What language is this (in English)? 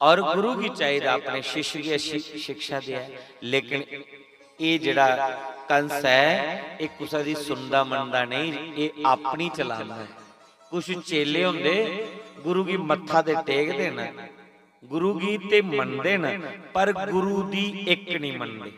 Dogri